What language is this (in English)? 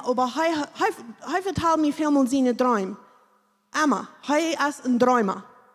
Plautdietsch